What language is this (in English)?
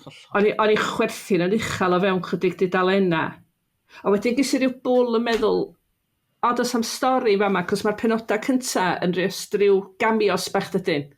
Welsh